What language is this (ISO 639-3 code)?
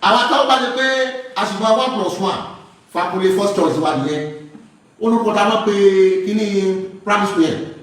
yor